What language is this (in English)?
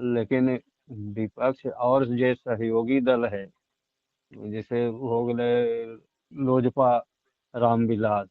Magahi